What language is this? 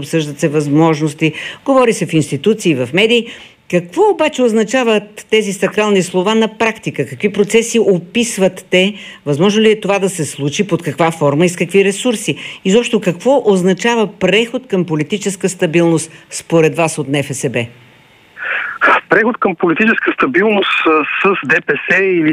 Bulgarian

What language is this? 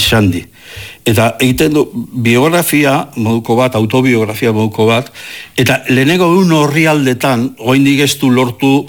Basque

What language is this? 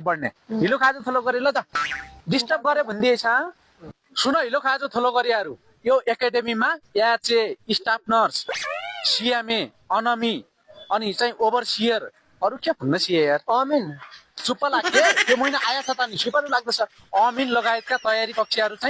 Nepali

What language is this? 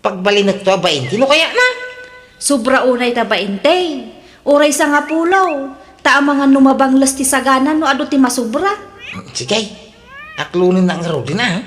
Iloko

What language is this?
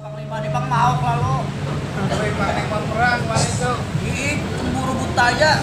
Banjar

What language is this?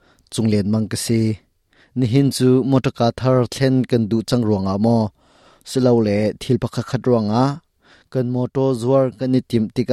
Hakha Chin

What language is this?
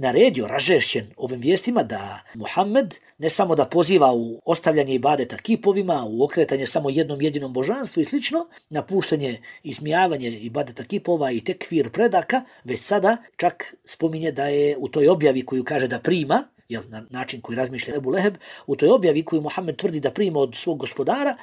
Bosnian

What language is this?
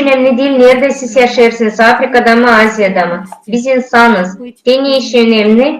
Gagauz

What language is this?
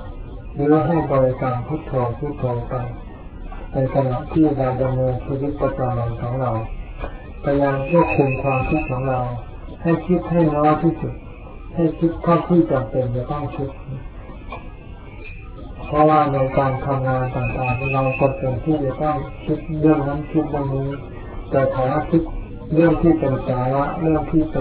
Thai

